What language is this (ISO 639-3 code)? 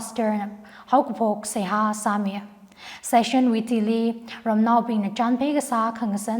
nmf